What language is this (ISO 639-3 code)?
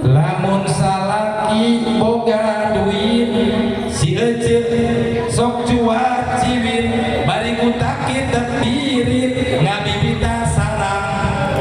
sun